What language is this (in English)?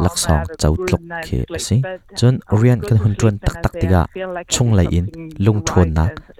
Hakha Chin